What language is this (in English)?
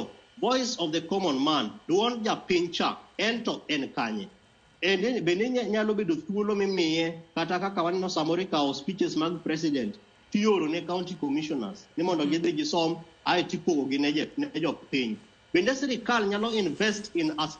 Luo (Kenya and Tanzania)